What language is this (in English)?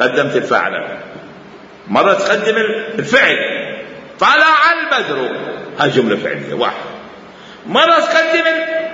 Mesopotamian Arabic